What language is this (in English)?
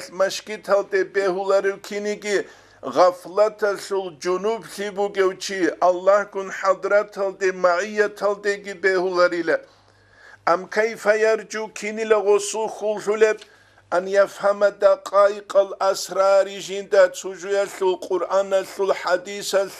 Avaric